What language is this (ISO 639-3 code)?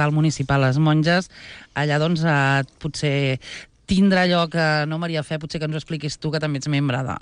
cat